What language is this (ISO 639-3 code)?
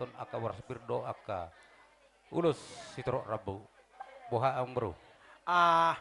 bbc